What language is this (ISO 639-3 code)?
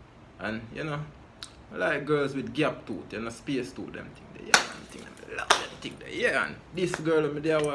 jam